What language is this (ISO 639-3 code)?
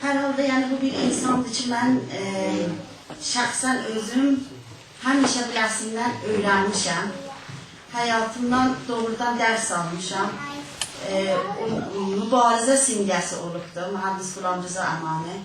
azb